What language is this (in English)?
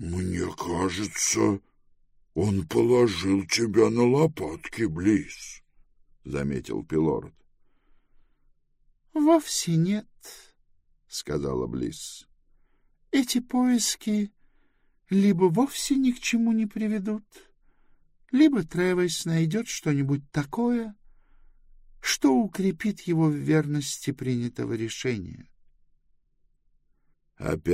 Russian